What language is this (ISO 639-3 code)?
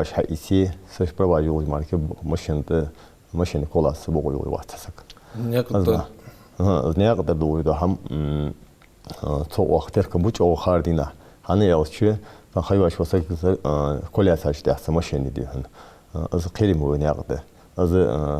inh